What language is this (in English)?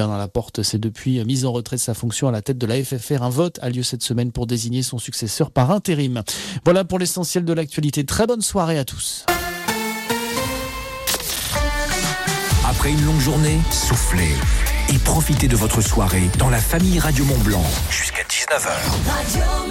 French